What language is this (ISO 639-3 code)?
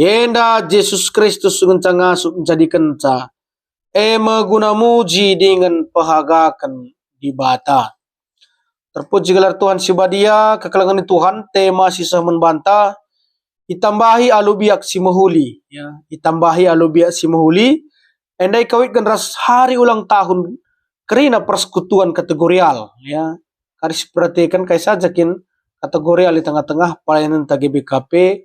btx